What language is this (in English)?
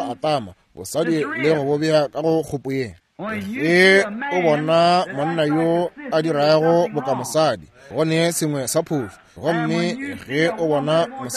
Northern Sotho